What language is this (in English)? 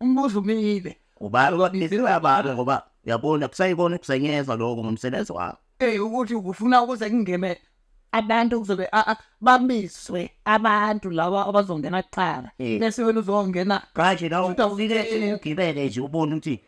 Zulu